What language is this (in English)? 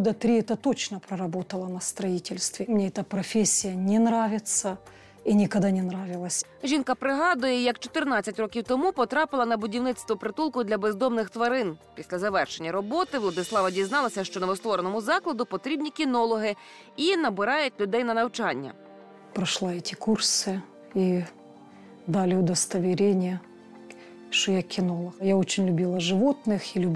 Ukrainian